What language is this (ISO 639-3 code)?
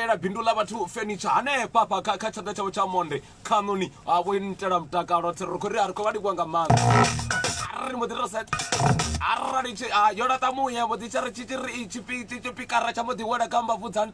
ven